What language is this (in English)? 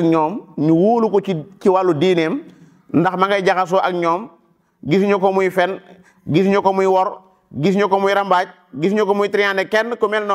Wolof